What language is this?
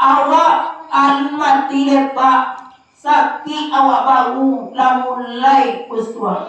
Minangkabau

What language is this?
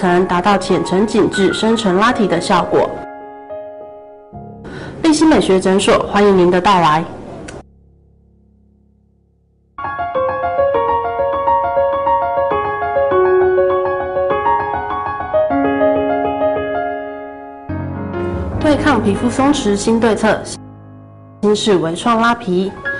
Chinese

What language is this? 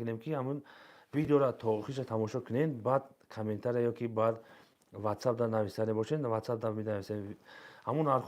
Tajik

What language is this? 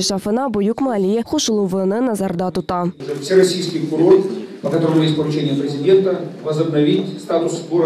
Crimean Tatar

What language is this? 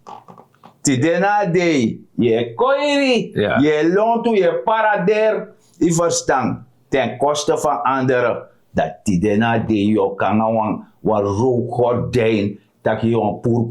Sranan Tongo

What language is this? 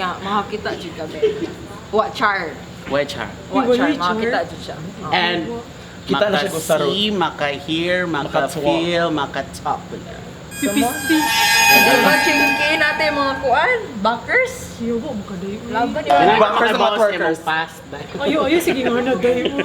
Cebuano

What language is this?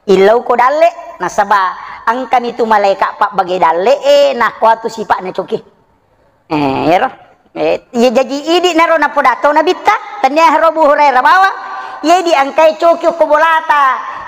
Buginese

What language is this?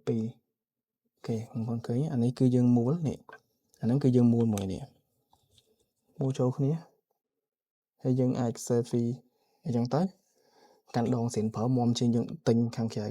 Khmer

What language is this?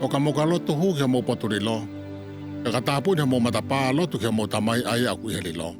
Tongan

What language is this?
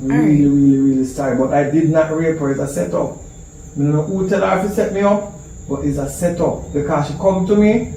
Jamaican Creole English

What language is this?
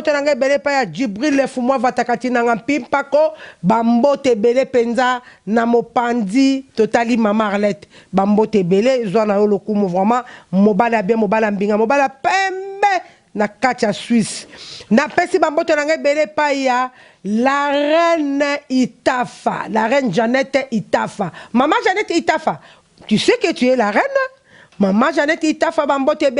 Lingala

